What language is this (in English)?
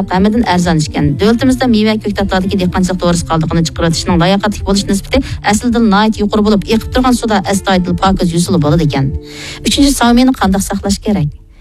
Uyghur